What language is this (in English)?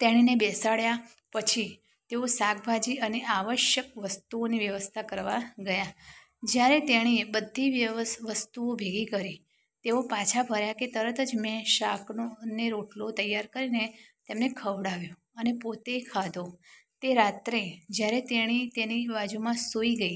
Gujarati